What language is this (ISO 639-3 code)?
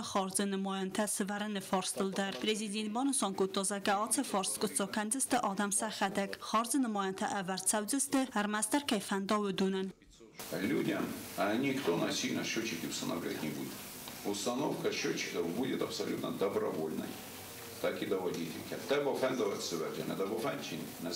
oss